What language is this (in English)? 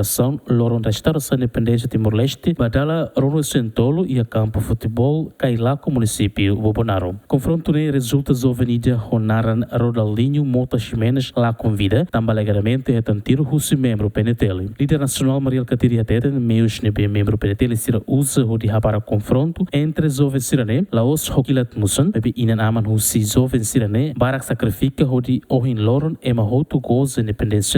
Tetum